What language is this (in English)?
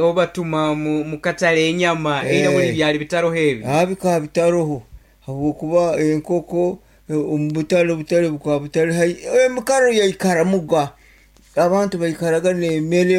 Nyankole